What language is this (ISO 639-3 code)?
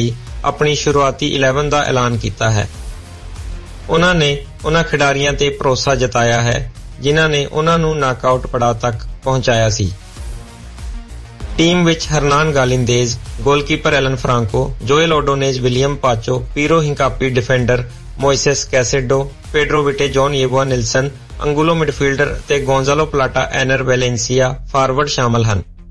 pan